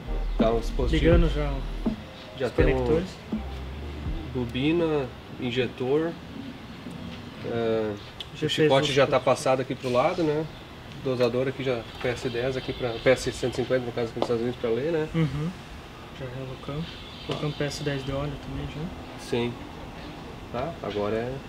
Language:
Portuguese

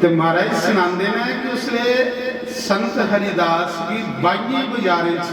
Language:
Dogri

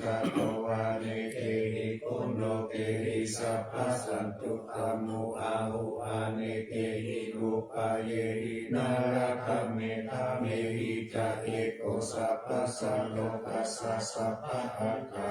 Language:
Pali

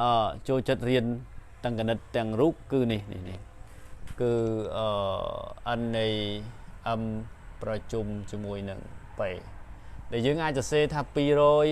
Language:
Khmer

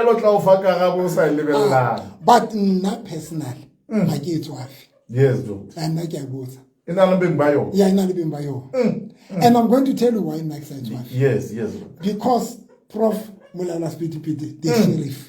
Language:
Southern Sotho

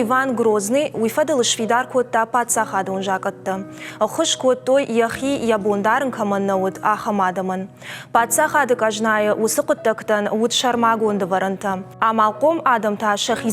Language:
Ossetic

